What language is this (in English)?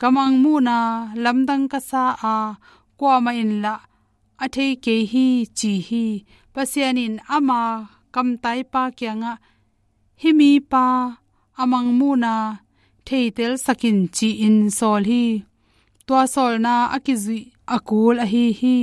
Tedim Chin